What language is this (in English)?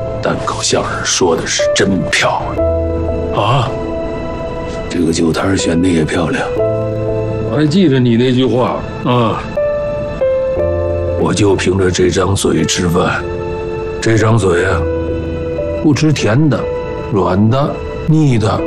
Chinese